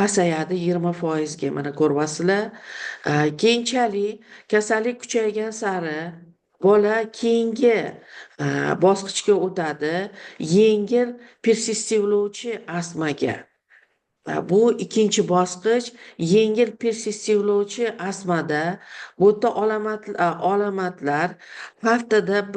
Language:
Uzbek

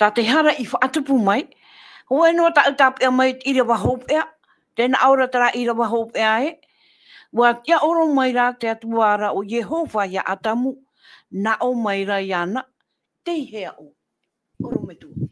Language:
Tahitian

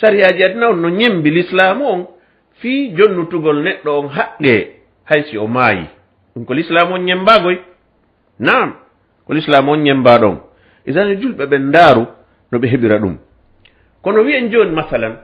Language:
Fula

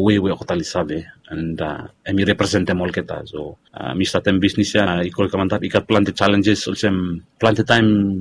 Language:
Bislama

